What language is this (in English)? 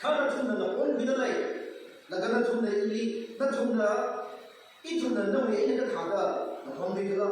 Tangkhul Naga (India)